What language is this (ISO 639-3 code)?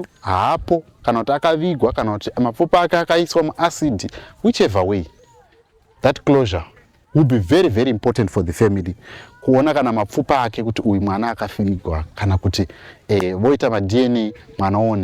sna